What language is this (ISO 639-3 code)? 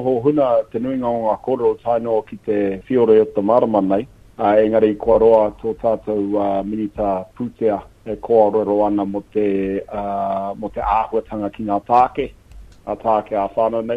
mri